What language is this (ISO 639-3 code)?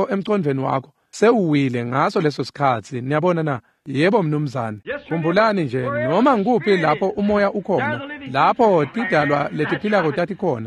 ssw